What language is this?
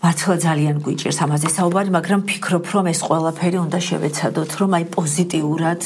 Georgian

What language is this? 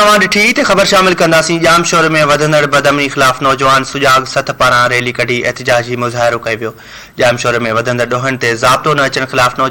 Sindhi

